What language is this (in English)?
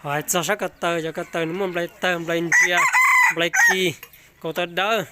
Hmong